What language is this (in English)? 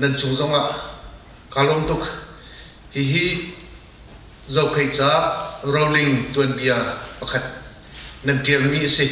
Hakha Chin